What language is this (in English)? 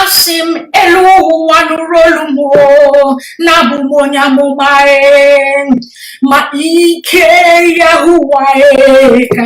Igbo